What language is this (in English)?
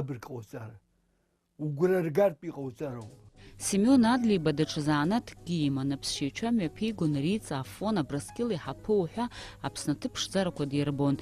Abkhazian